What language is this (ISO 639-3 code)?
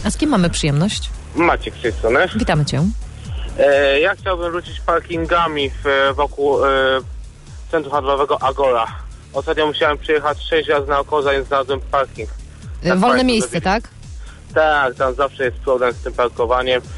pol